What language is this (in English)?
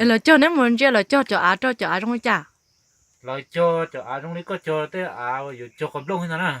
Hmong